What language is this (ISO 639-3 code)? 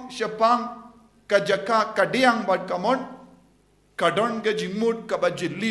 kha